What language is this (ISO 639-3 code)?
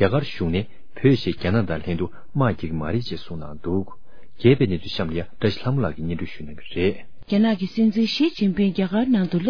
bod